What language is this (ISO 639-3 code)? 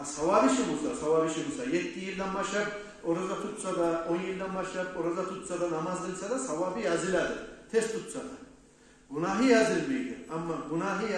kum